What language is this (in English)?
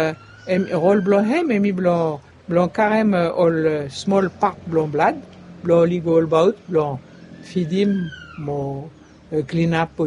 Bislama